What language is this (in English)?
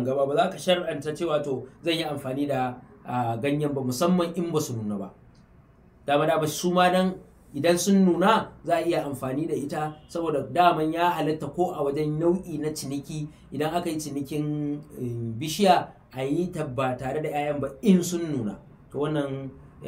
Hausa